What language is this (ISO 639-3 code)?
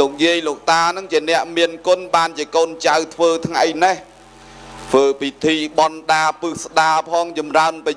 khm